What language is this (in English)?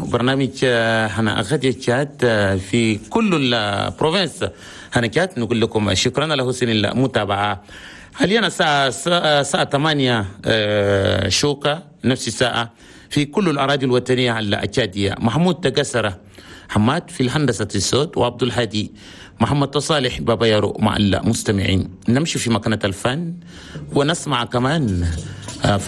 Chadian Arabic